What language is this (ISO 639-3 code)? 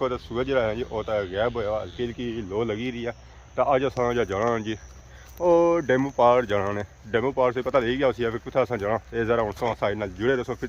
phr